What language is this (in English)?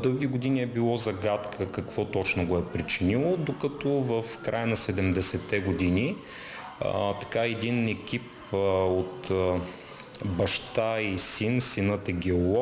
Bulgarian